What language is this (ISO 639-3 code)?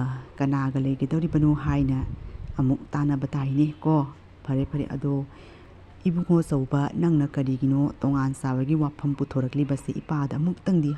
mni